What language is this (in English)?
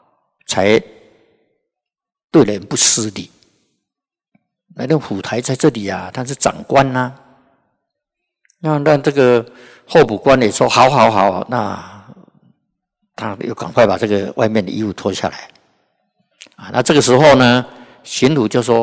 Chinese